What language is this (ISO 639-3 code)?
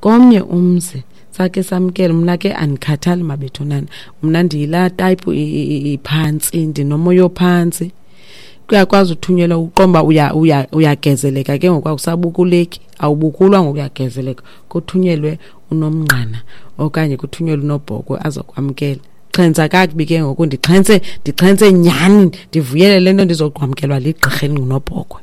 xho